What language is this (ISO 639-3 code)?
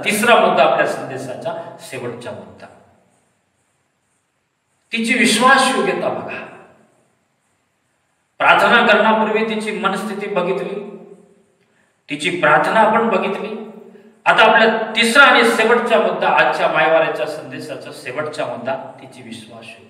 mar